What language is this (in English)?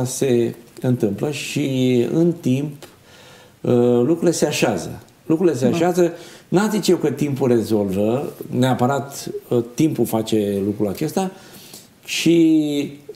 Romanian